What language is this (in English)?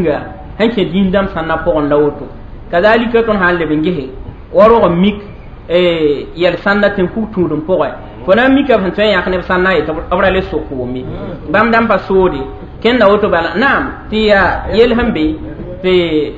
Mossi